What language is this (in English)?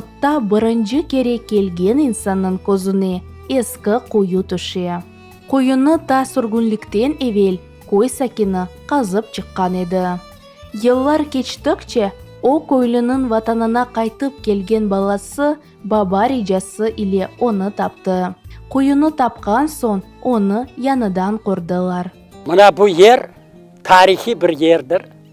Crimean Tatar